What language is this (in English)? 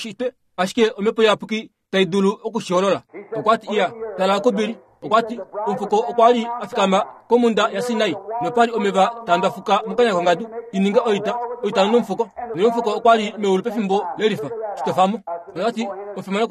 Kuanyama